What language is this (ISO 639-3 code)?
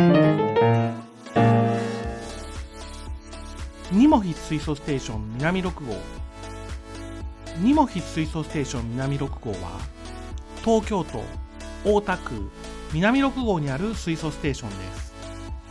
jpn